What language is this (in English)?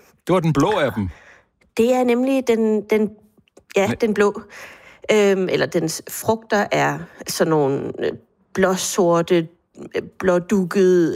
Danish